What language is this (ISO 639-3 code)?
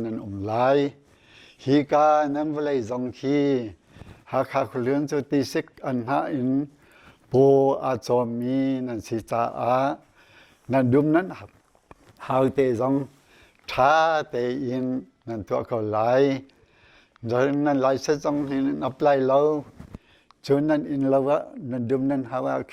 cnh